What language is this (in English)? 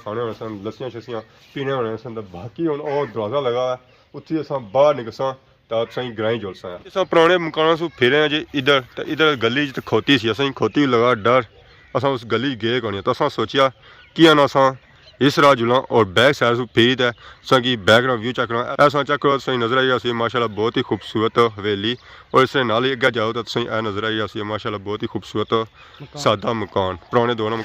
Pahari-Potwari